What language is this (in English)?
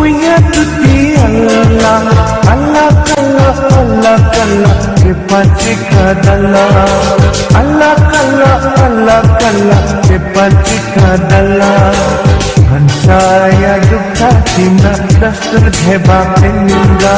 Newari